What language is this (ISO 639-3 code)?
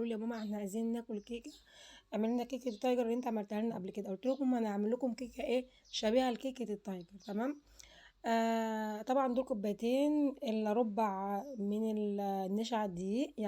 arz